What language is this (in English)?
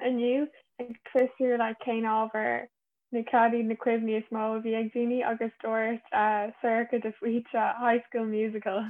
Irish